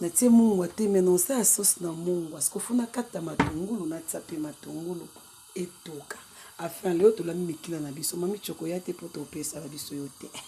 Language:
Lingala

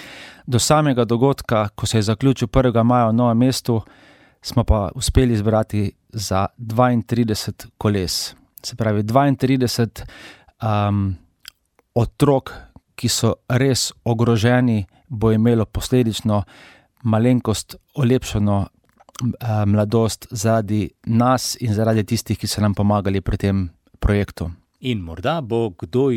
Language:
Slovenian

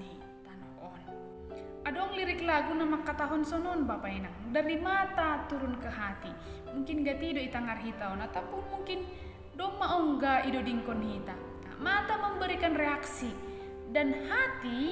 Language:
Batak Simalungun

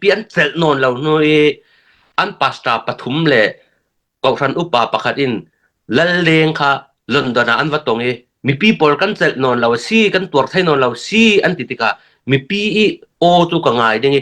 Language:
Falam Chin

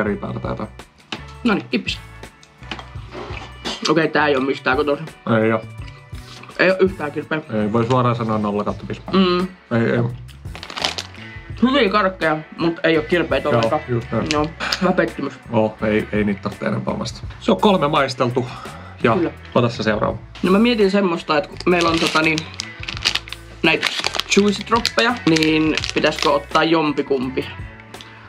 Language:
Finnish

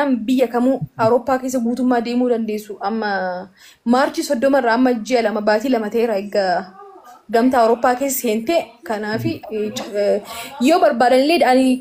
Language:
Oromo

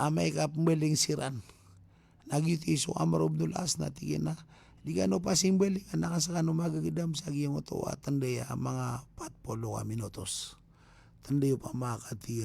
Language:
Maranao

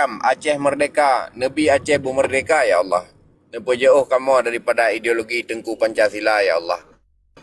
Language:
Achinese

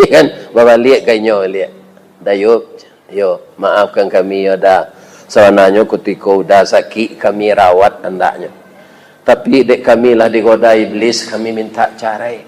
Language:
Minangkabau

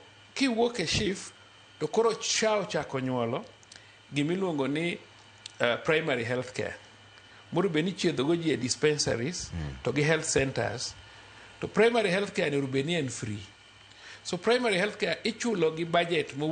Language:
Luo (Kenya and Tanzania)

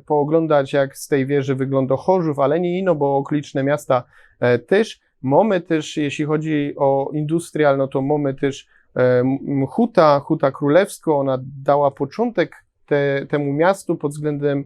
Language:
Silesian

